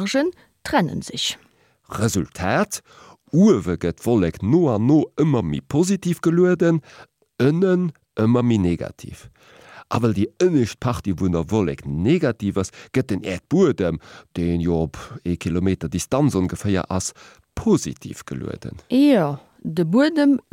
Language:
Luxembourgish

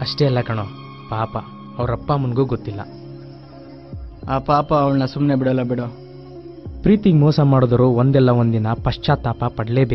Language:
Kannada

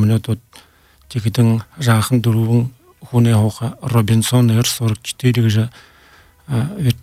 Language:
Buriat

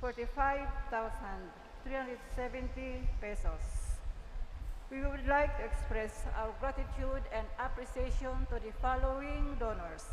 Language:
Bikol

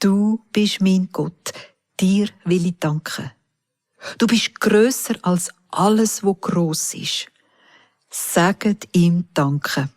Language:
Swiss German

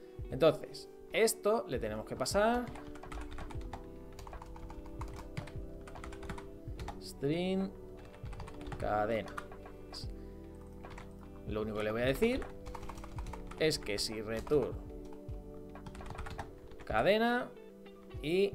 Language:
Spanish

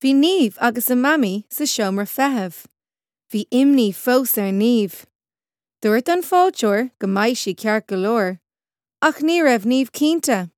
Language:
Irish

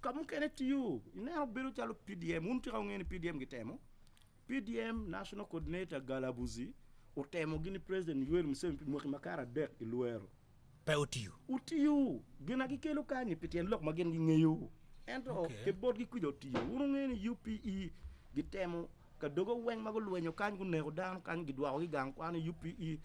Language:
Acoli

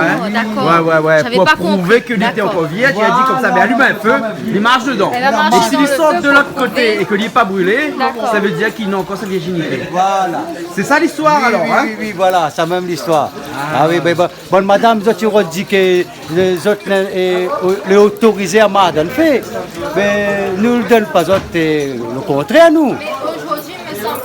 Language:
Réunion Creole French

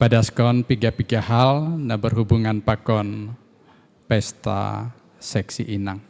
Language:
Batak Simalungun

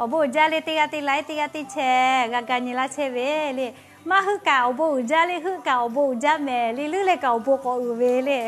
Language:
Lahu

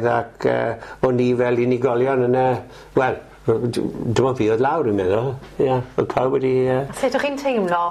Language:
Welsh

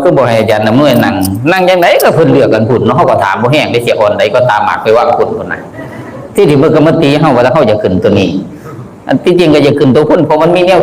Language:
Northeastern Thai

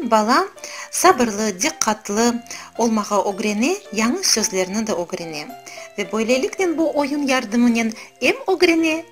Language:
Crimean Tatar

